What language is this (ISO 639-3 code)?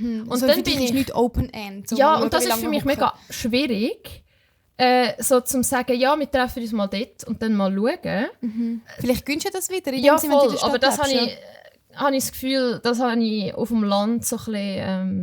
gsw